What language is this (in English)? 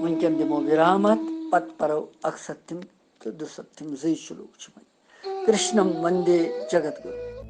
Kashmiri